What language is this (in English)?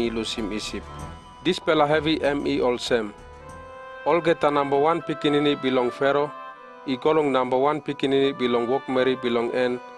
Tok Pisin